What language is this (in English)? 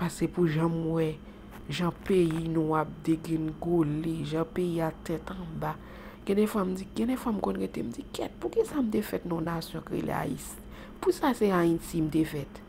Haitian Creole